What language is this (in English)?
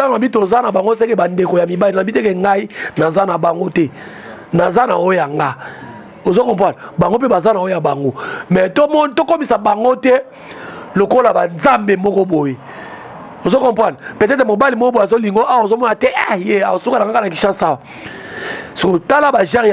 Lingala